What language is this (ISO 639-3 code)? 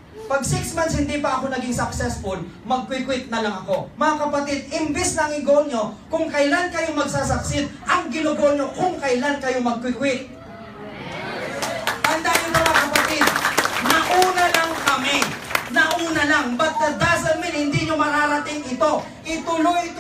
fil